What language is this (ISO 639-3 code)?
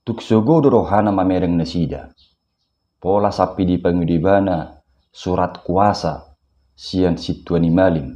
bbc